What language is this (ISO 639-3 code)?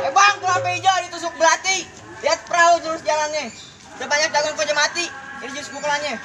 bew